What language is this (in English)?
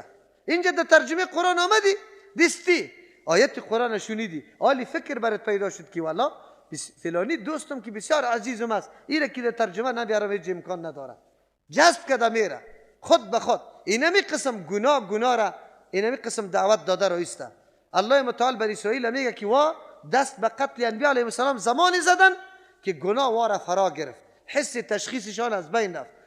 Persian